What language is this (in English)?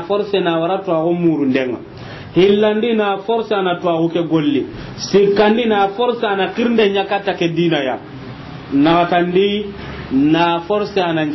Soninke